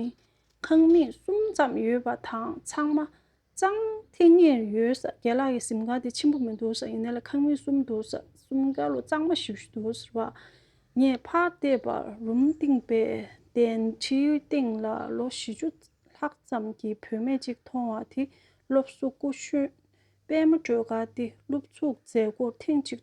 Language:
Tibetan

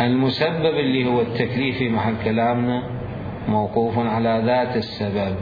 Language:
Mesopotamian Arabic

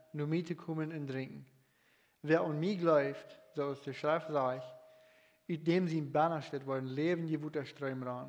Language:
Plautdietsch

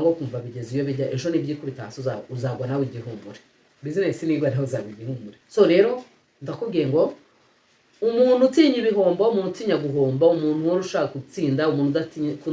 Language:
Kinyarwanda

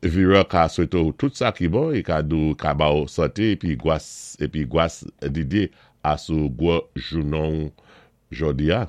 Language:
Saint Lucian Creole French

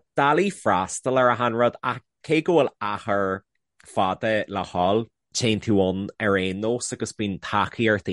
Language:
Irish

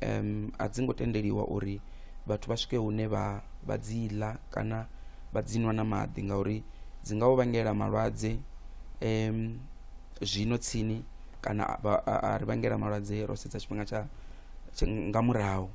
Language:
Venda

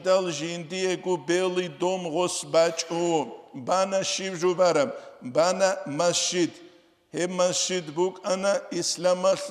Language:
Avaric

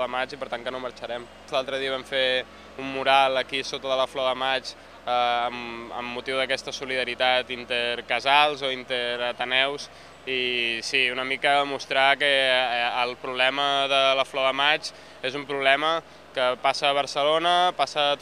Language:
Catalan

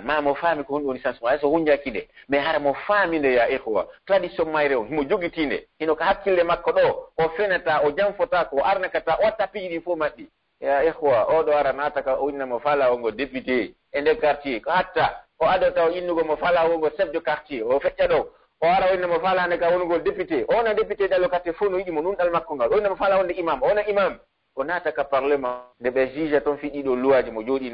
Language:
Pular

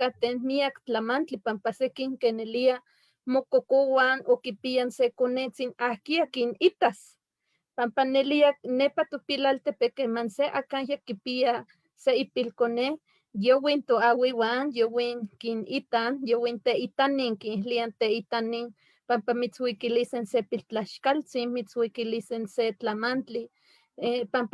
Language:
Eastern Huasteca Nahuatl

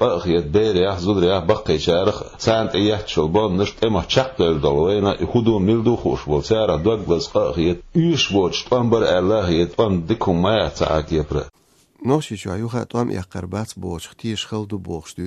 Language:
Chechen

